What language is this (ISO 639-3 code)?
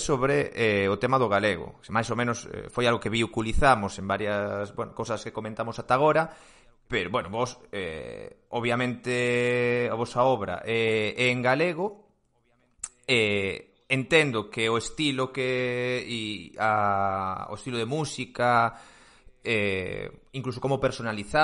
glg